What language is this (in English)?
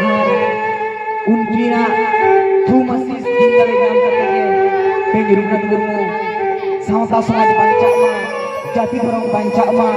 Santali